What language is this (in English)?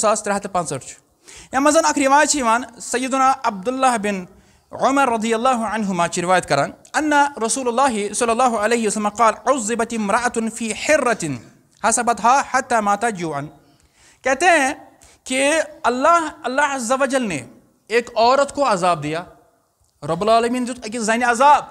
Kashmiri